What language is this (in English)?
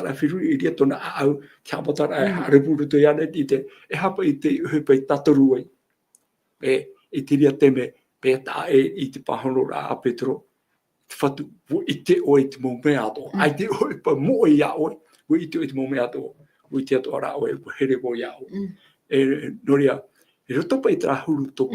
Tahitian